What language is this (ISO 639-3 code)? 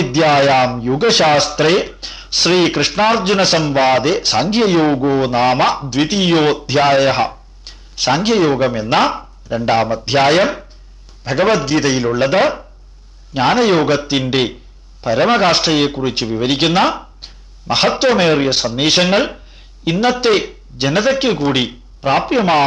mal